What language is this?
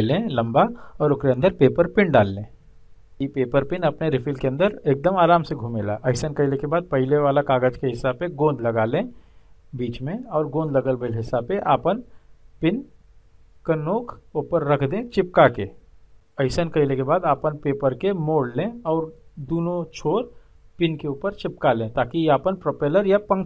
Bhojpuri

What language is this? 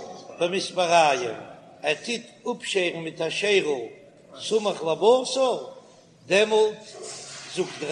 Yiddish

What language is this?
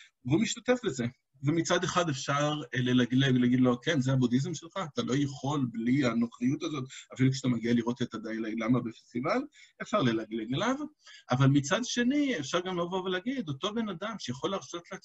Hebrew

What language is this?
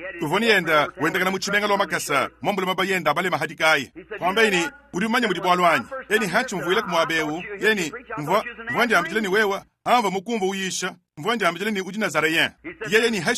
Luba-Lulua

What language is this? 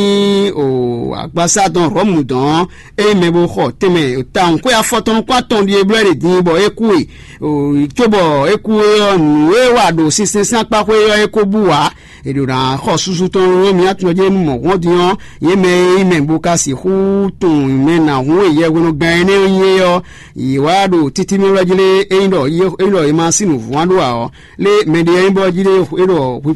Fon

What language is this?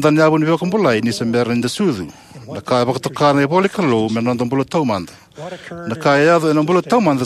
Fijian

